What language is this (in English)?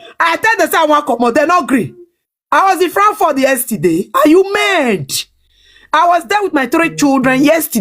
Nigerian Pidgin